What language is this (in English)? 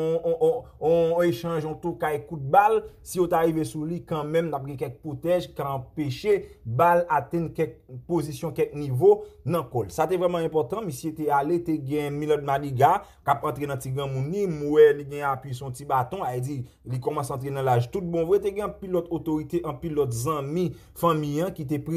Haitian Creole